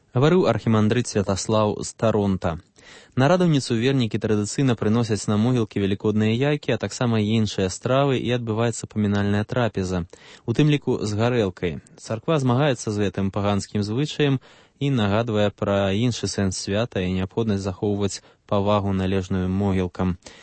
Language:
Belarusian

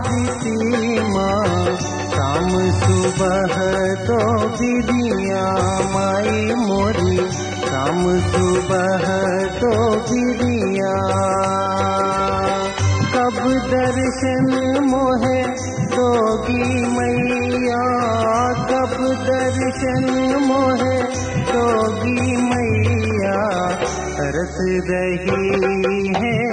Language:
Bhojpuri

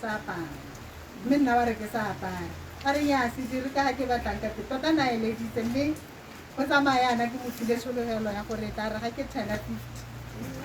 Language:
Tswana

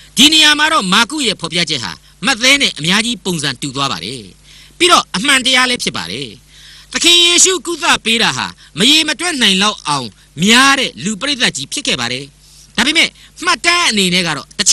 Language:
Burmese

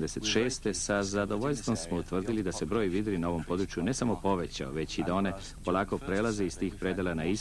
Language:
Serbian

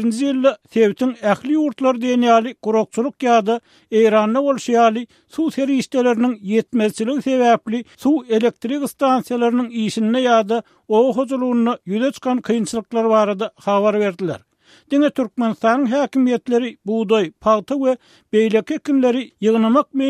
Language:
Turkmen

